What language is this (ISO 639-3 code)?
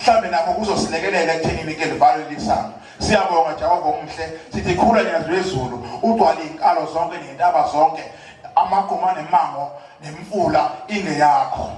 zul